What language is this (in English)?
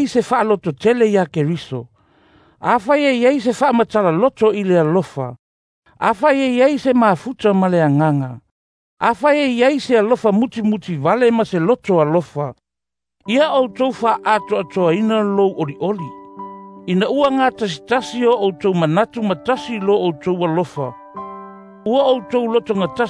Samoan